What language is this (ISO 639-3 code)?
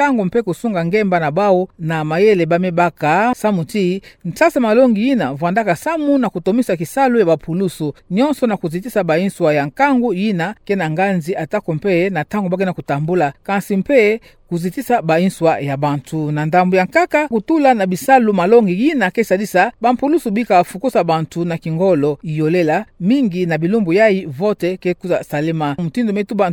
ktu